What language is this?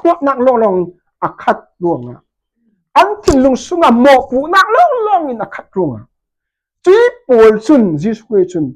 Falam Chin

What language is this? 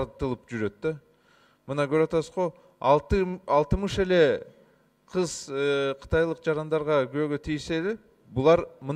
Kyrgyz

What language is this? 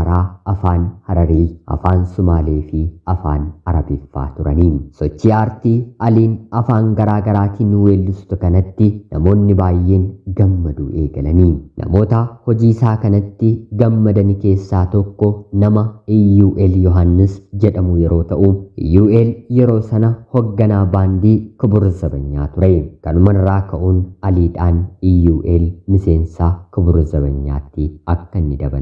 Oromo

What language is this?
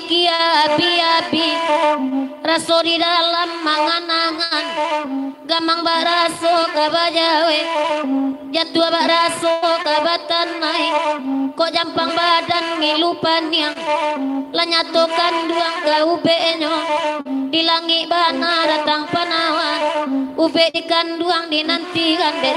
Minangkabau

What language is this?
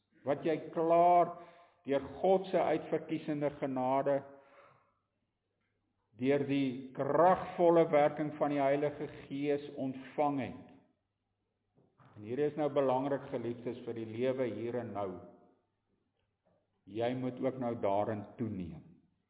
Afrikaans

